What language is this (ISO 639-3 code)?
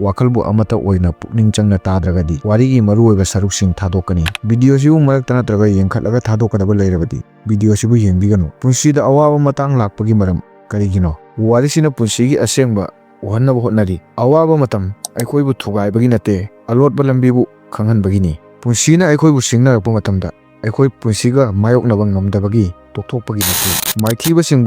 mni